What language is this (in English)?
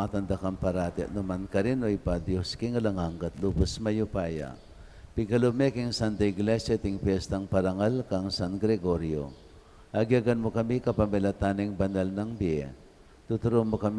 Pampanga